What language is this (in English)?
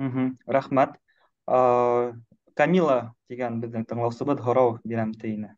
Bashkir